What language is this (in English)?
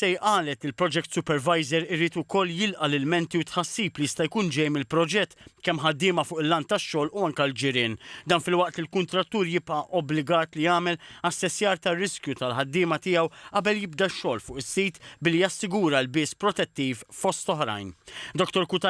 Maltese